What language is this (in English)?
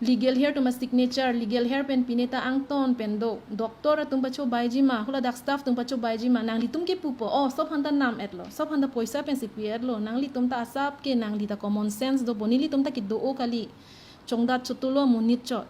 Karbi